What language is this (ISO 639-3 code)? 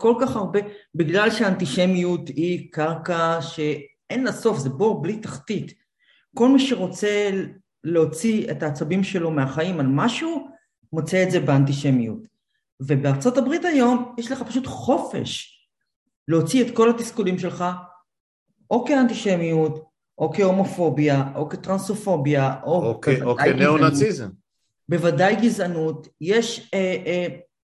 heb